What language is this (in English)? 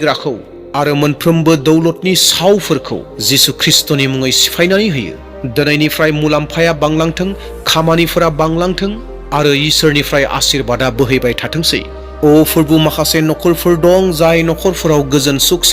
Bodo